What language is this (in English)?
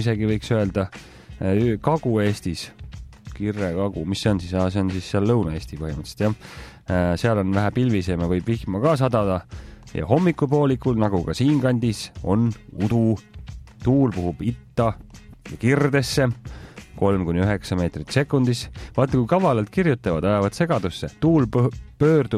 Estonian